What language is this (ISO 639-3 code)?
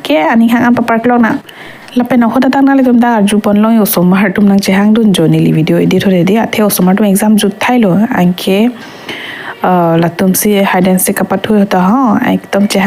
mjw